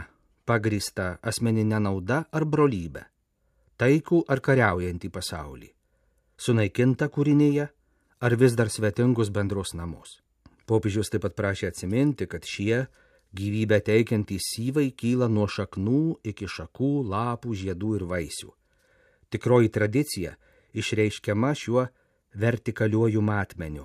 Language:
Lithuanian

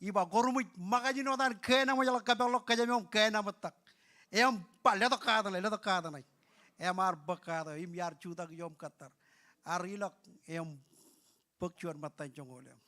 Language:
Marshallese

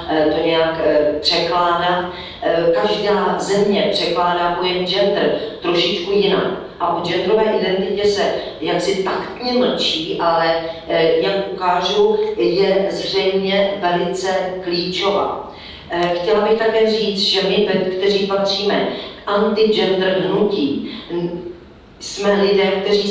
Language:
Czech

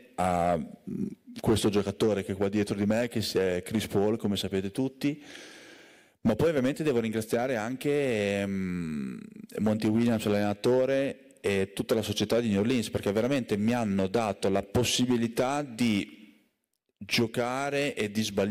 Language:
Italian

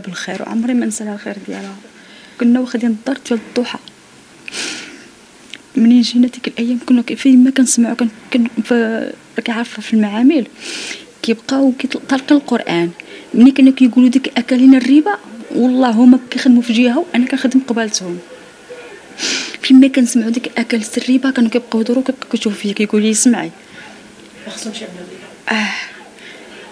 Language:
Moroccan Arabic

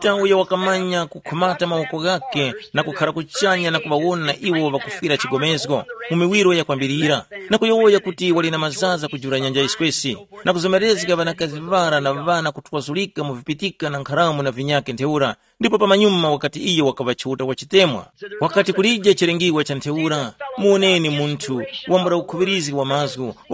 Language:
Tumbuka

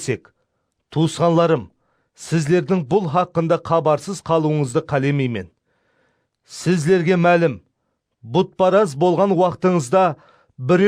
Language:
Kara-Kalpak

